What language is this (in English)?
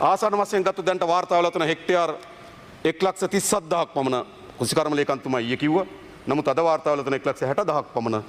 Sinhala